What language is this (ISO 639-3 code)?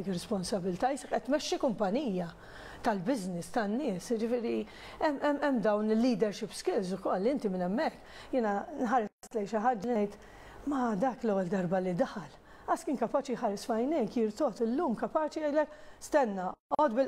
mlt